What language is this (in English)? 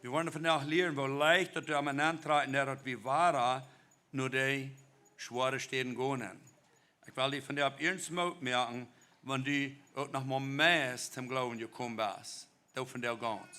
Plautdietsch